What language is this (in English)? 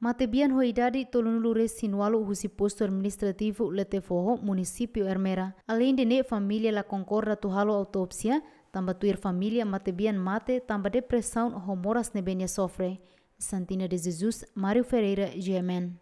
Tetum